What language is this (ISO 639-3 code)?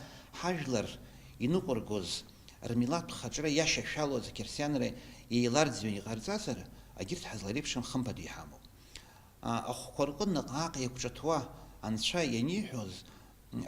abk